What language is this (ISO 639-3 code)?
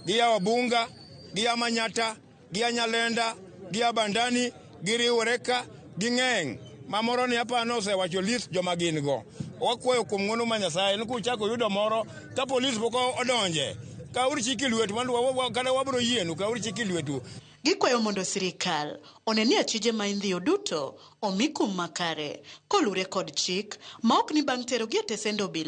luo